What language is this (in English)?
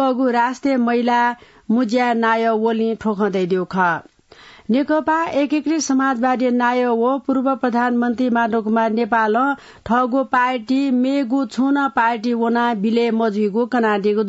Newari